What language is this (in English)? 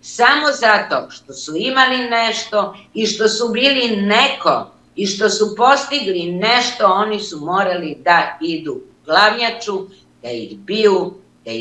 Serbian